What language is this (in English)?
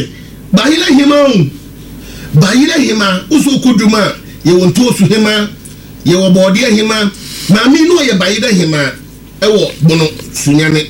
Akan